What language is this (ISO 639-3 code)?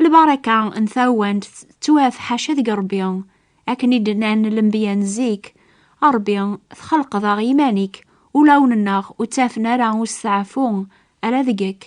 kab